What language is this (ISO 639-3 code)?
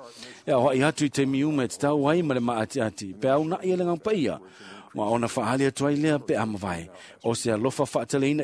smo